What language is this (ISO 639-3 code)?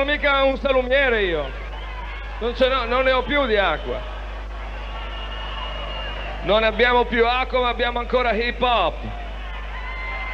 ita